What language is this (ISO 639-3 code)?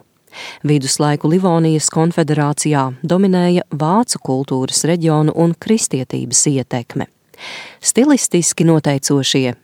lav